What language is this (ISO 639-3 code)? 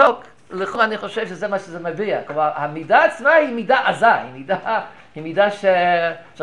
heb